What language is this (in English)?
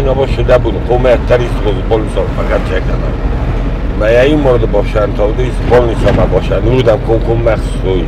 Ossetic